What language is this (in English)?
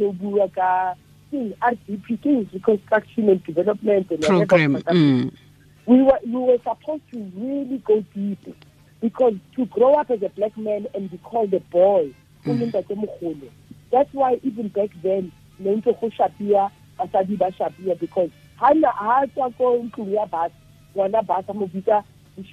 Tswana